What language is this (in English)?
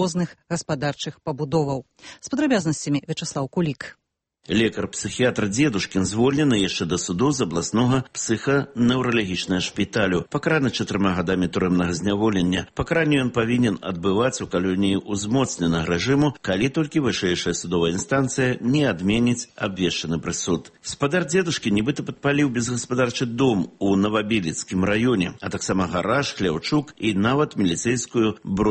Belarusian